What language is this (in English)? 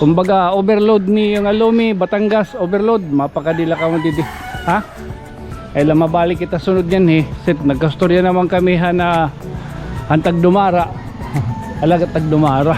Waray